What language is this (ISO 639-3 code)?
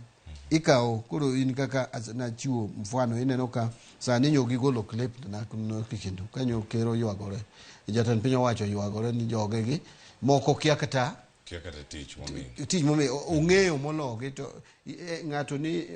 luo